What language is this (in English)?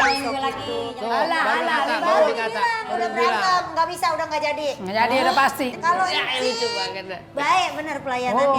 Betawi